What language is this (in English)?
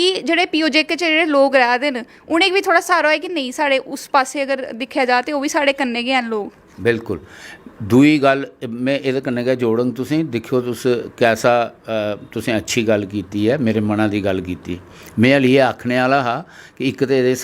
Dogri